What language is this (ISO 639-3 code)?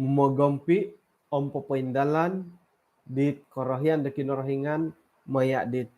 dtp